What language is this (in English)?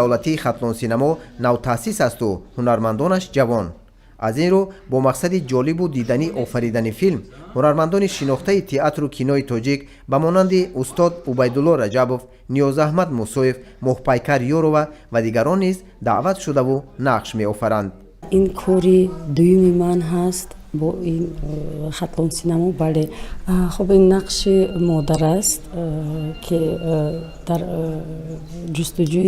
Tajik